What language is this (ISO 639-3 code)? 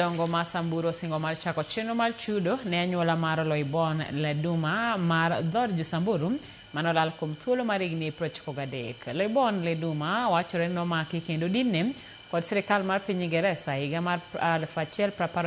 luo